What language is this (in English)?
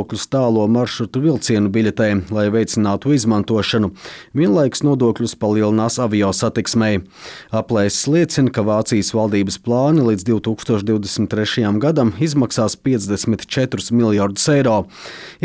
Latvian